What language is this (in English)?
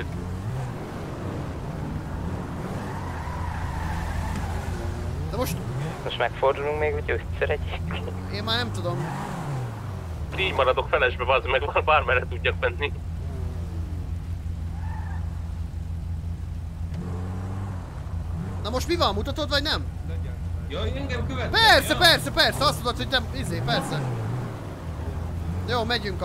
Hungarian